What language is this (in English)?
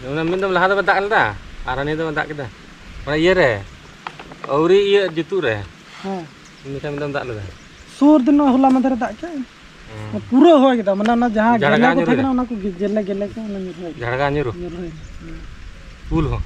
Santali